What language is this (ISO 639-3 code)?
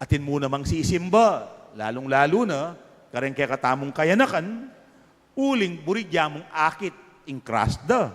pam